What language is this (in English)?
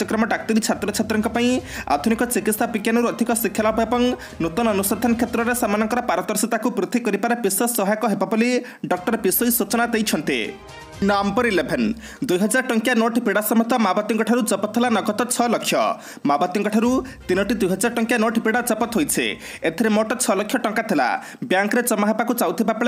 Odia